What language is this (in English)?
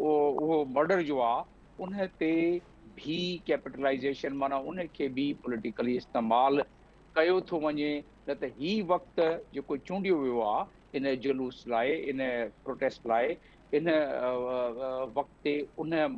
Sindhi